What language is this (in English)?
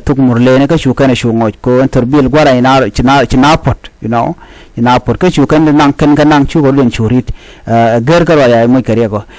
Nuer